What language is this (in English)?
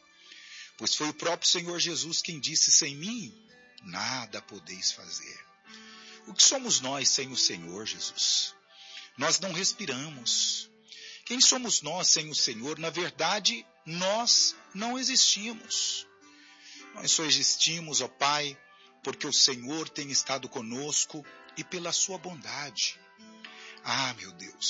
Portuguese